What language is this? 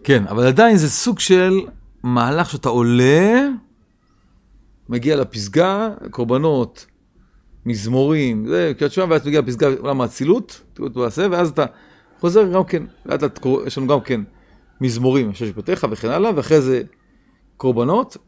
Hebrew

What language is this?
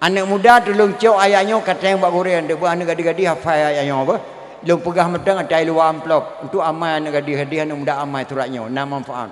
Achinese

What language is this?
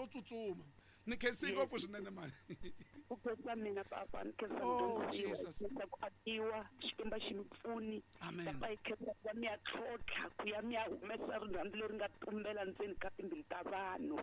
Tsonga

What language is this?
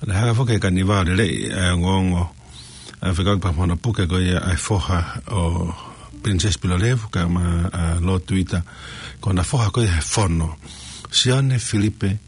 Tongan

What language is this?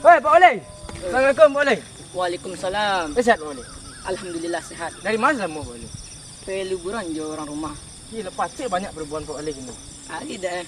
Minangkabau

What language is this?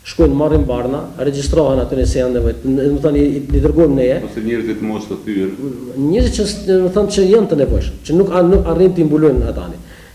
Albanian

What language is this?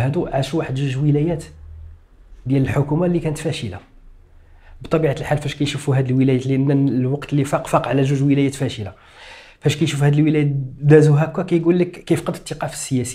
Moroccan Arabic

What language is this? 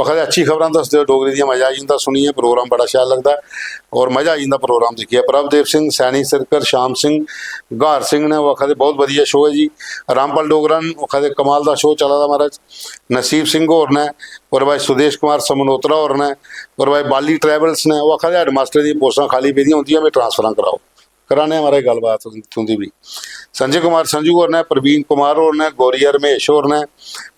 Dogri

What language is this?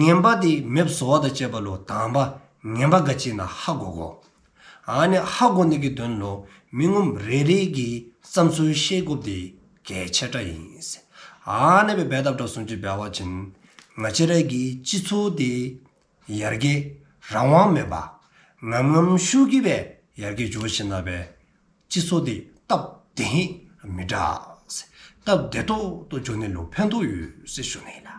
Dzongkha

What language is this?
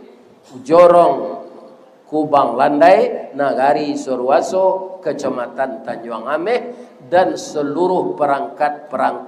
Minangkabau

